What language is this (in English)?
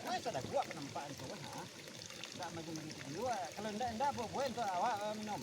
Minangkabau